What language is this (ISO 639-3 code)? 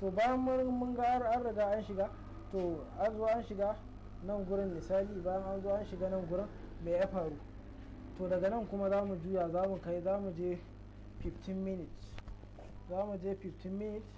hau